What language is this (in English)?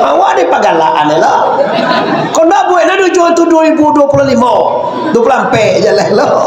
Minangkabau